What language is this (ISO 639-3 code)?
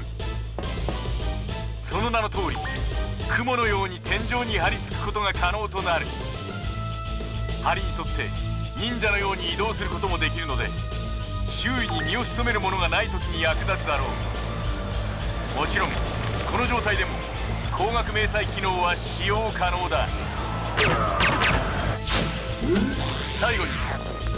jpn